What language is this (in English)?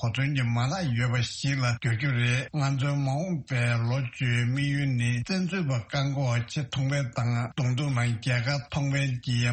Tibetan